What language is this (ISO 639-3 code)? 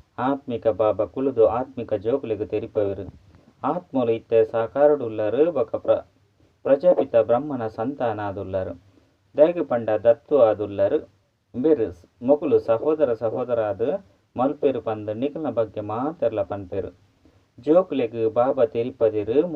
tcy